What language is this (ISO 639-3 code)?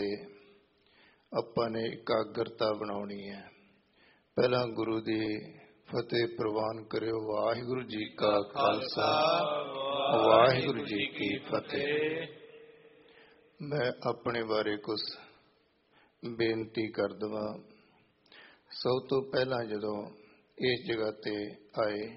pan